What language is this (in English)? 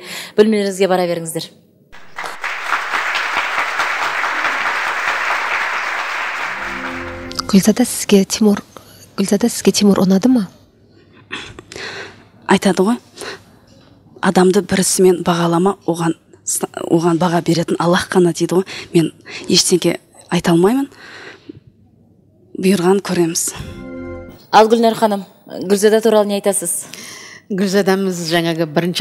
Kazakh